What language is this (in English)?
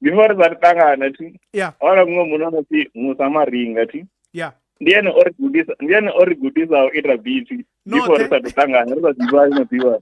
Venda